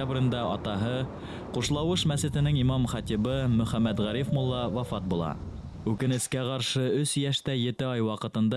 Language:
Bashkir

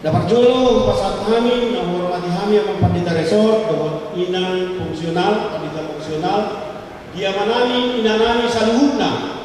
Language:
Batak Toba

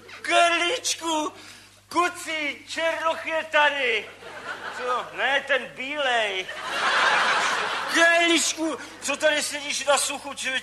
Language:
Czech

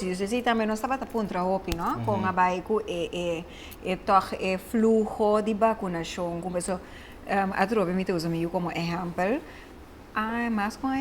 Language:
Papiamento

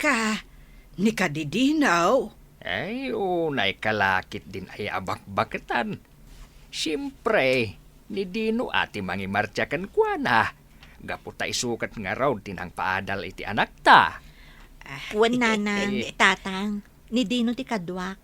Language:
Iloko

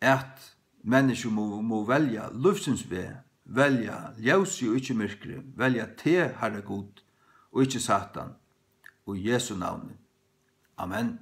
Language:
Faroese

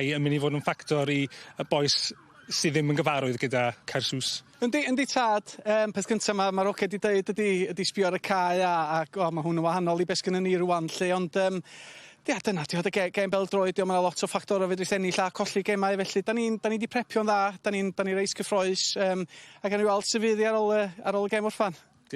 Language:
Welsh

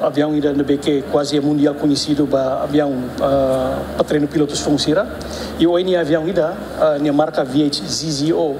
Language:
Tetum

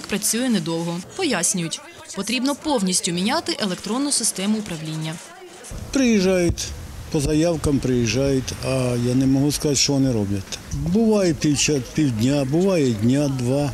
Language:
Ukrainian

